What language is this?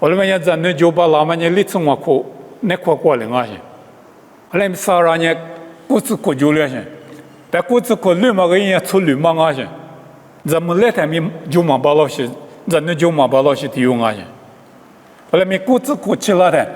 Lisu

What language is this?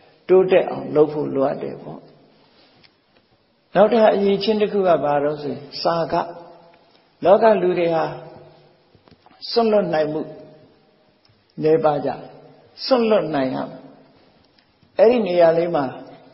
Burmese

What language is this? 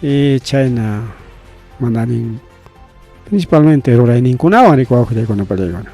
Ayacucho Quechua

